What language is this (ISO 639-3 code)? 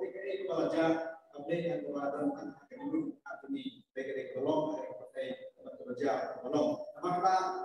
kha